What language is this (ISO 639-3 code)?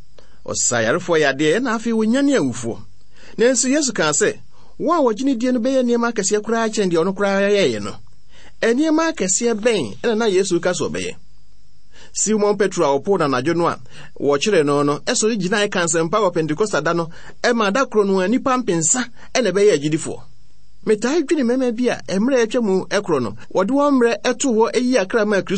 aka